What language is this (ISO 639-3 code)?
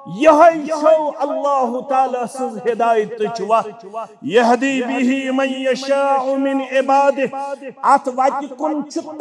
kas